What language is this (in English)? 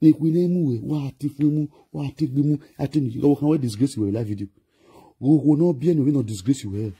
Nigerian Pidgin